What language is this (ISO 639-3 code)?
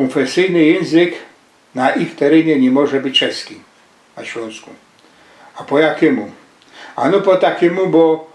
szl